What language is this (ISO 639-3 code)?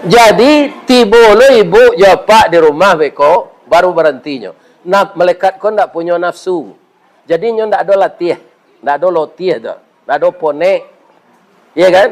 min